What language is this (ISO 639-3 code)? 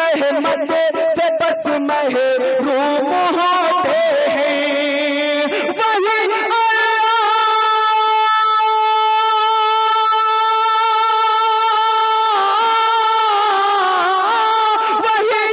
urd